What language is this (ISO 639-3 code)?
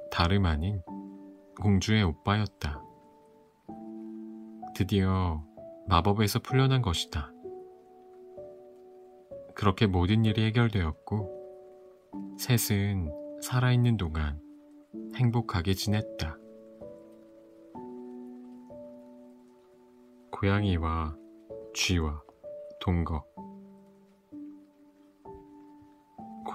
kor